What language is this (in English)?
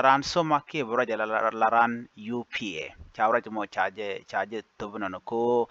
Nuer